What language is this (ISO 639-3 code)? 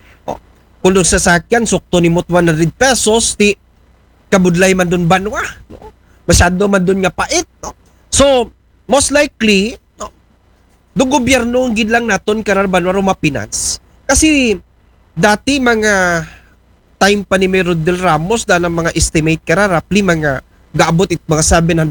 akl